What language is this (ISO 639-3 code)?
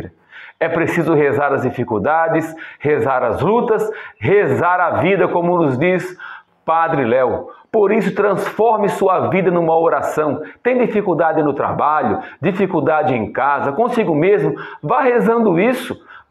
por